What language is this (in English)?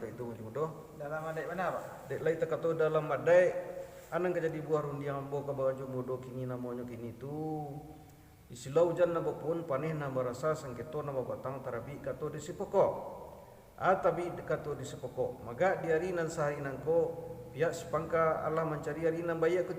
Minangkabau